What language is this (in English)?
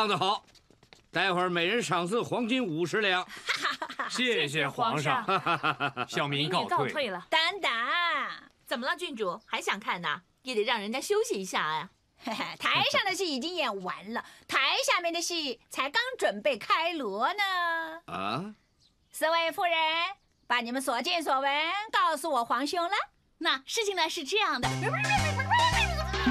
Chinese